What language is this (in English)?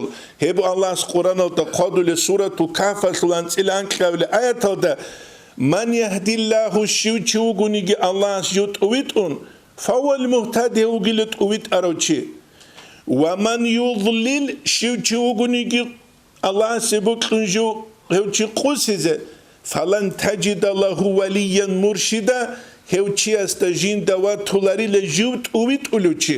Avaric